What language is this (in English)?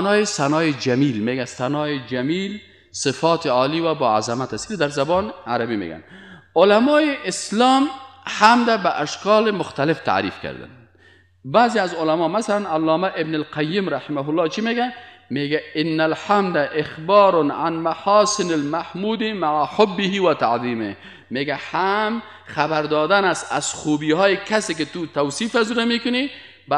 Persian